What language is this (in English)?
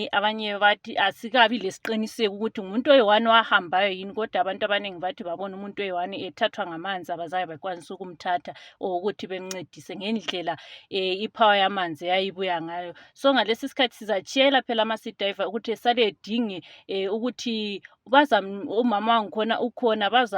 Shona